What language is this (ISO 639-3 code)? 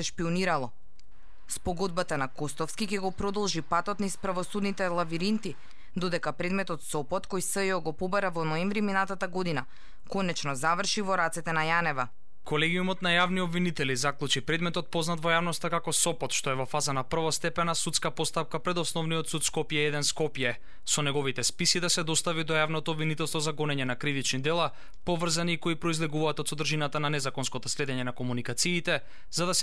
mkd